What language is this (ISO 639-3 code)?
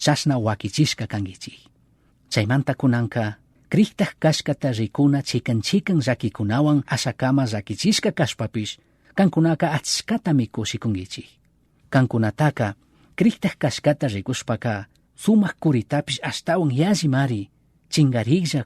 qug